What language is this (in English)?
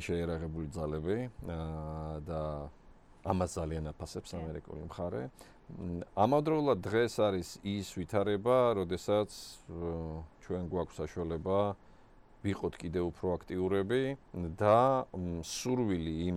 Georgian